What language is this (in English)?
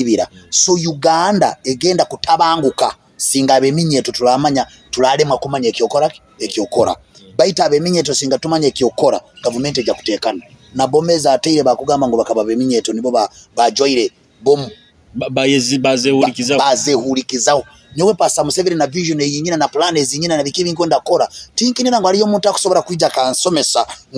Nyoro